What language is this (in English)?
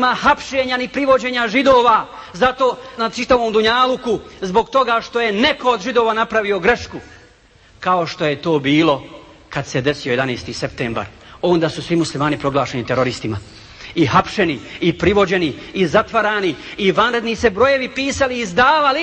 Bosnian